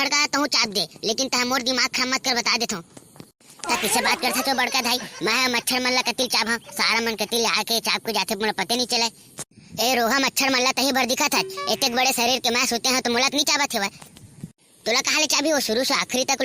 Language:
Chhattisgarhi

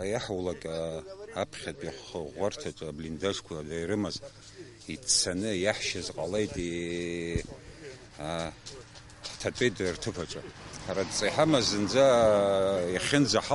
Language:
Abkhazian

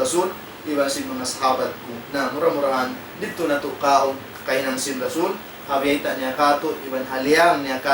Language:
Tausug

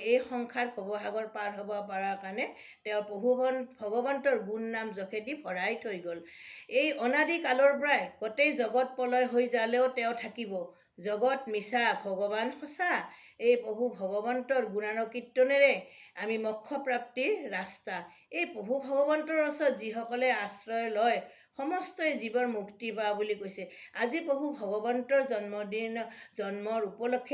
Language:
Assamese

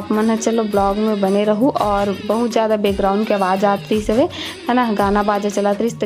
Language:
Chhattisgarhi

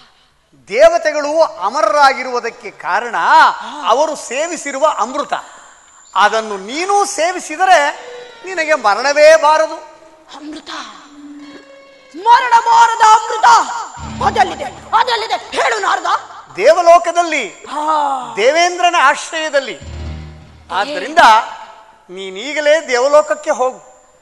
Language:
Kannada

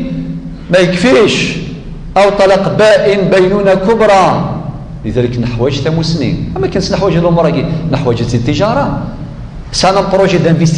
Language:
Kabyle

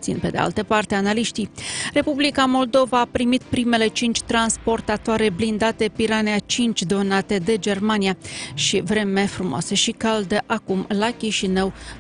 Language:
Romanian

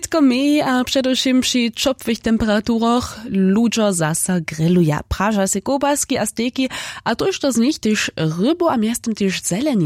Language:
Upper Sorbian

